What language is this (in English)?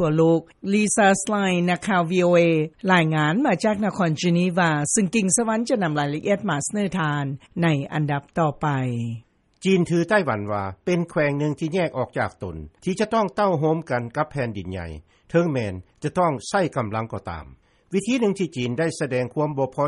Lao